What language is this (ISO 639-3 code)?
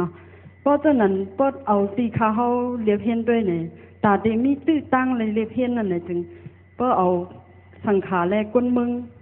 shn